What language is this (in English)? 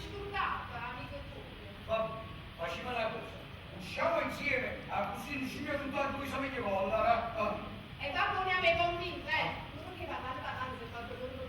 Neapolitan